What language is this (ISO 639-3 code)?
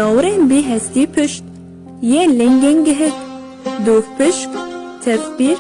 kur